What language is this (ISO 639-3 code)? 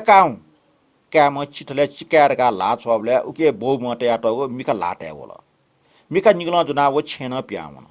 new